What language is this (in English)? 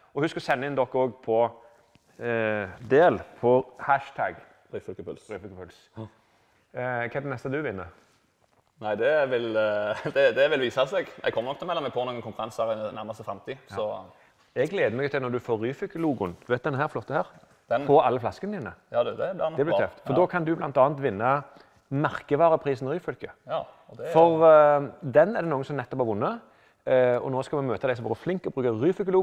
Norwegian